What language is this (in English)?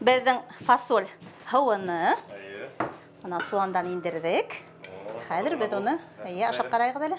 Bashkir